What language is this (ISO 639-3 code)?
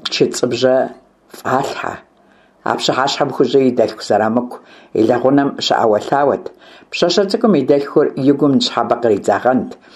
kbd